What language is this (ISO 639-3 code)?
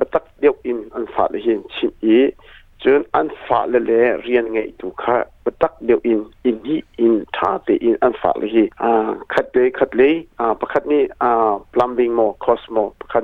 cnh